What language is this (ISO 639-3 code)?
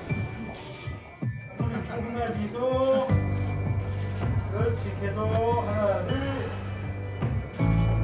kor